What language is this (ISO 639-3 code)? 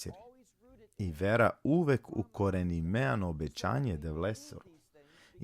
rmn